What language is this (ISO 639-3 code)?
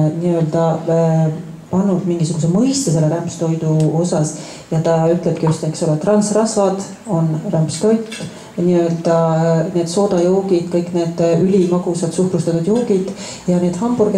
est